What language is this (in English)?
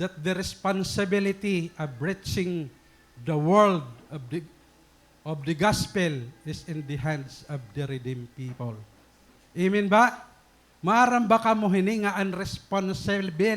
Waray